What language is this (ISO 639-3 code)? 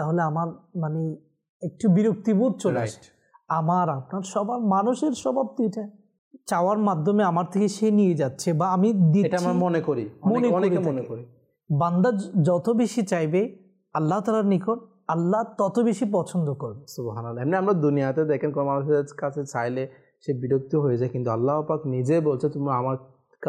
ben